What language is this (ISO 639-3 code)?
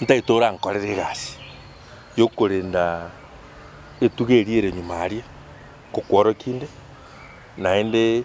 guz